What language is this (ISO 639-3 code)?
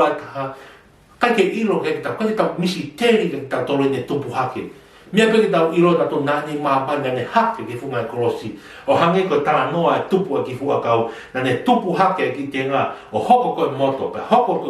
ton